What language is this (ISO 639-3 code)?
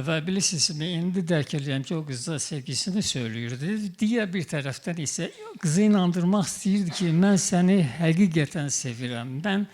aze